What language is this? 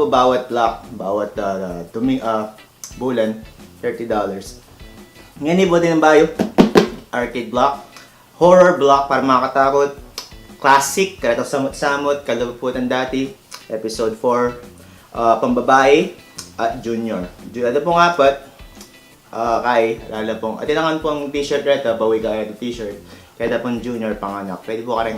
Pampanga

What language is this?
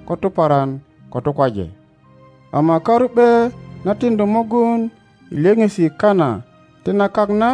Teso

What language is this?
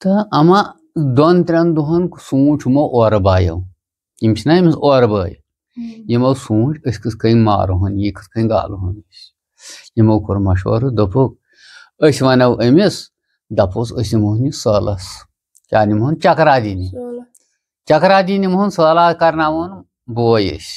Kashmiri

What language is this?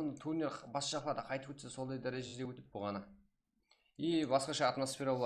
Kara-Kalpak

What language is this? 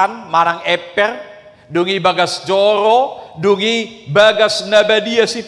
Batak Toba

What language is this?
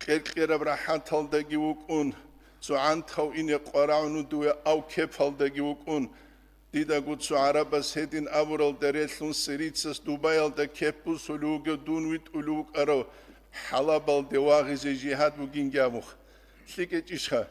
Avaric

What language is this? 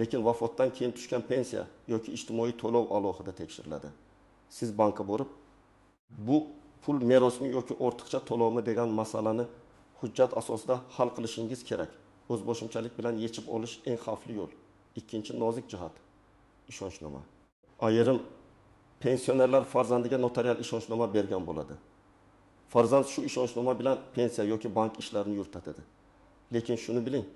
Uzbek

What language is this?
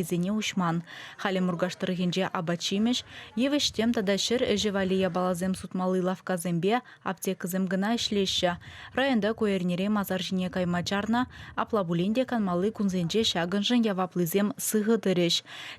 Chuvash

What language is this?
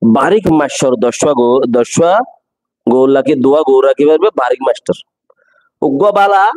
Rohingya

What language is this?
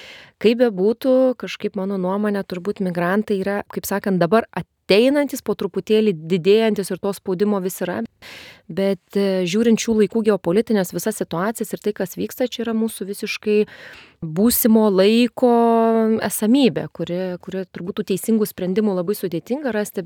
Lithuanian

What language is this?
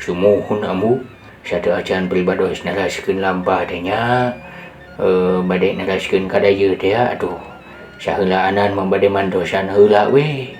Sundanese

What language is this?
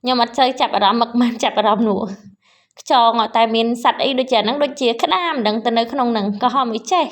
Khmer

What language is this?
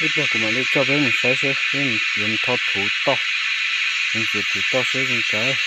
Hmong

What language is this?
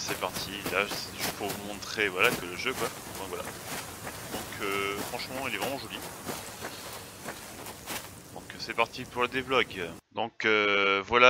French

